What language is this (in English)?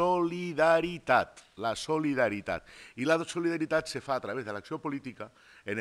Catalan